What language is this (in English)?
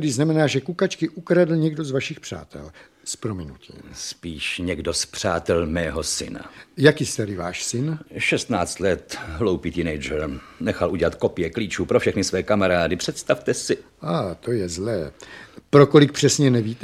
Czech